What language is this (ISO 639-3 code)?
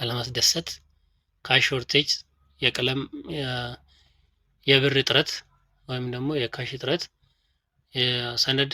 amh